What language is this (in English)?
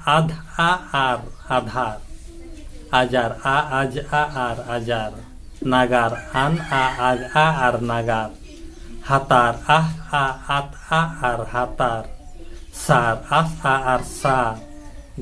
Santali